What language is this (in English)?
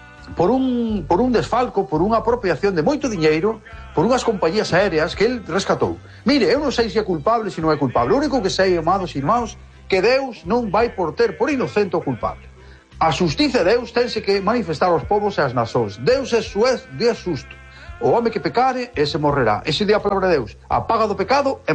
Galician